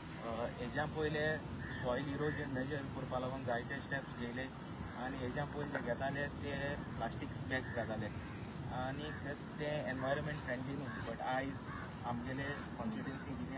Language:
Konkani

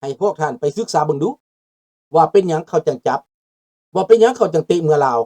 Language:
Lao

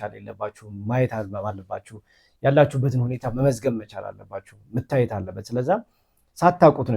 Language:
Amharic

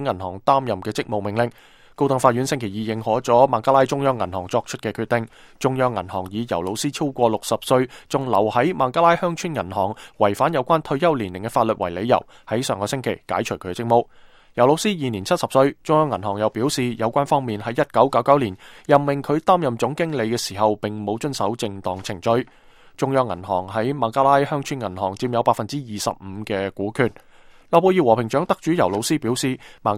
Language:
Cantonese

